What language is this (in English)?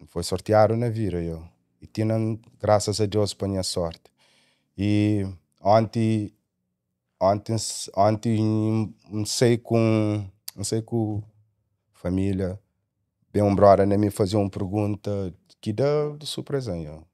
Kabuverdianu